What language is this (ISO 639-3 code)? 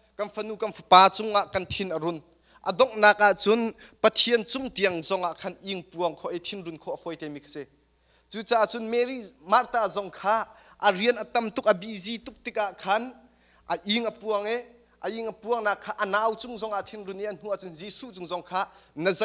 cnh